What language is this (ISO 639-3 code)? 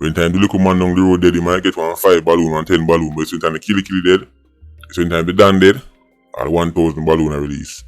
jam